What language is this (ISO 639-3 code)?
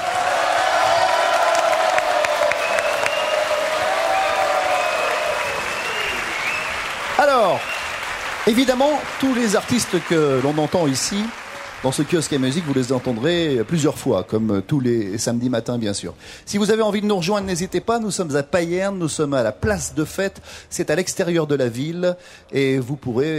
fra